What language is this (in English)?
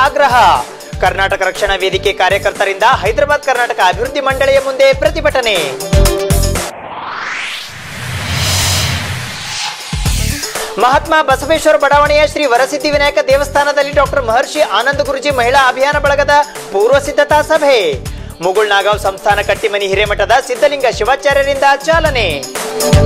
Kannada